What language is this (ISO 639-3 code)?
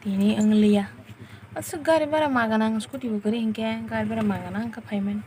trp